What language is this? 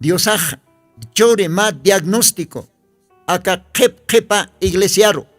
Aymara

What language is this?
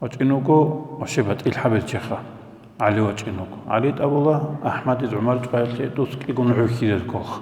Avaric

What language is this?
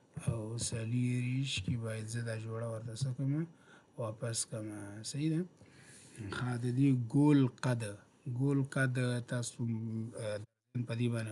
Pashto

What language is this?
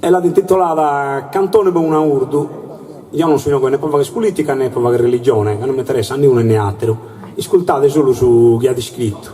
Sardinian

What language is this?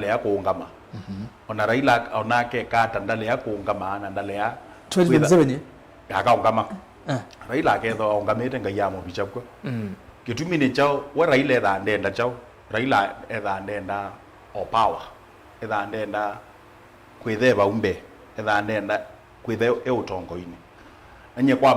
Kamba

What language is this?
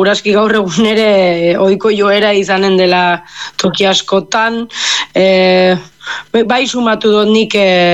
Basque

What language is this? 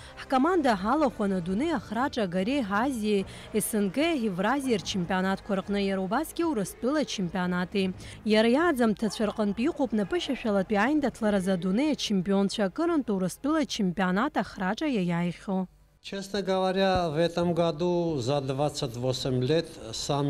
Abkhazian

